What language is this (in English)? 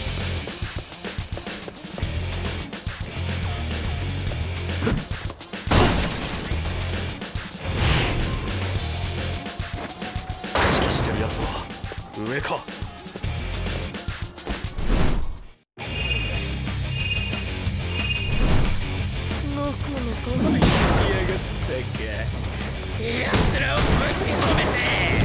Japanese